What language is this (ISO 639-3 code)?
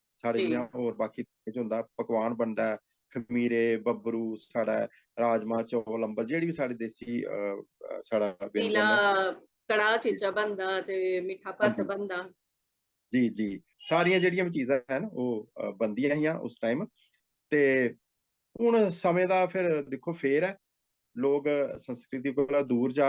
doi